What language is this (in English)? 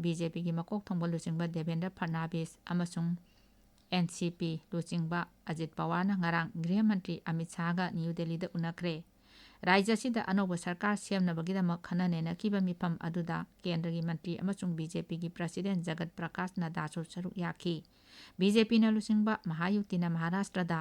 Manipuri